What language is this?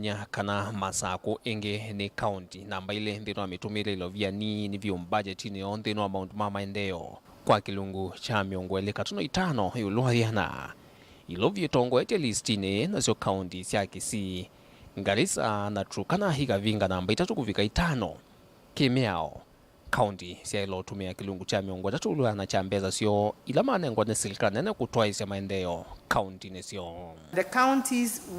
Kamba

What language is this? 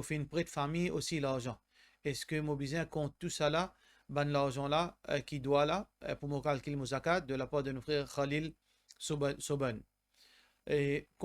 Morisyen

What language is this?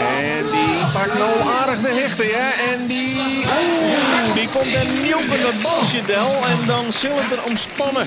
Western Frisian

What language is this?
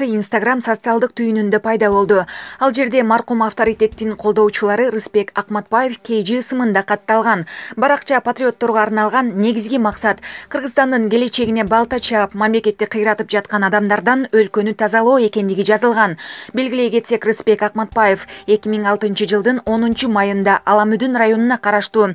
Kyrgyz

